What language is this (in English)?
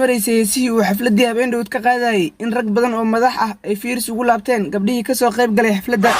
Somali